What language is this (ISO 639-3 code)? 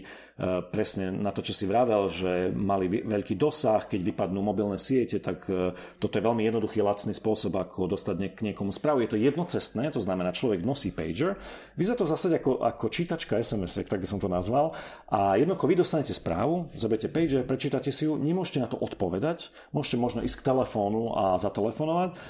slk